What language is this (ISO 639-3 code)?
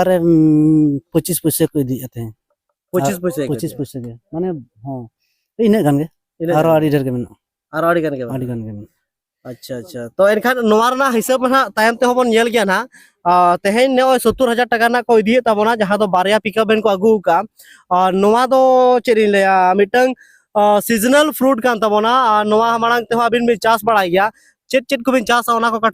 sat